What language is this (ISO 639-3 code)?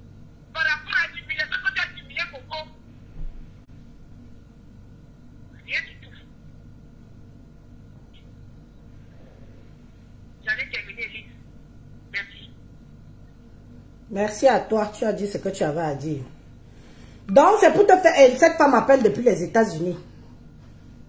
fra